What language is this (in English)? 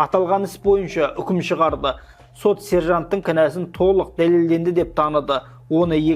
Kazakh